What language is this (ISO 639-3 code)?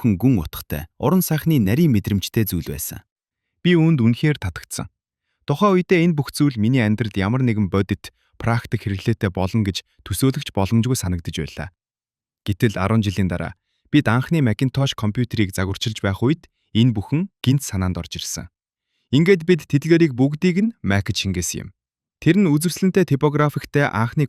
mon